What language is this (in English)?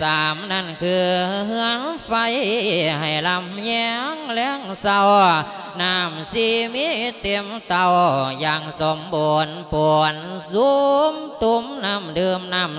Lao